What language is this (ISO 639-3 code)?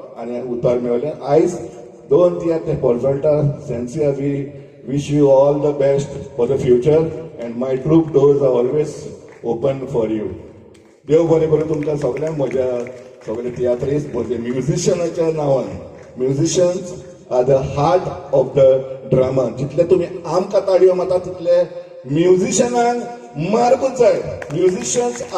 kok